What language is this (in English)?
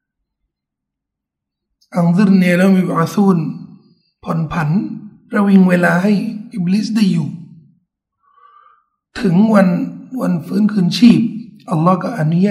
Thai